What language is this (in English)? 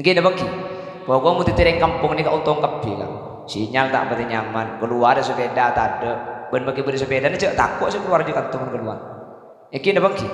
Madurese